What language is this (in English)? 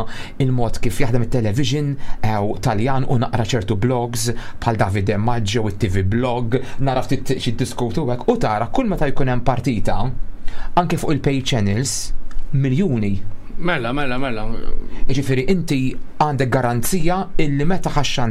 Maltese